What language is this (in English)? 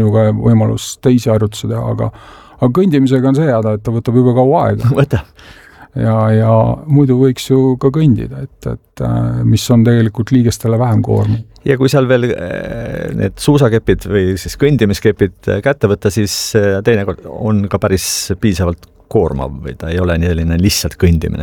Estonian